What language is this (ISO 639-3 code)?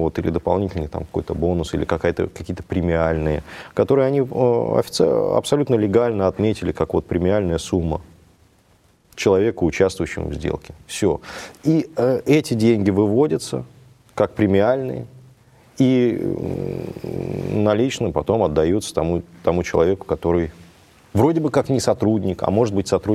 rus